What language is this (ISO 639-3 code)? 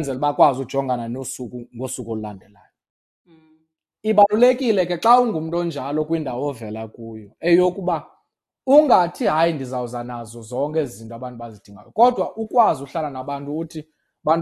xho